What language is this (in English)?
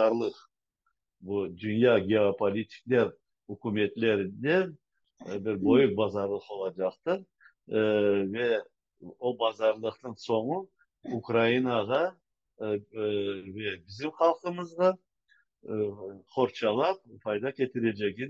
Crimean Tatar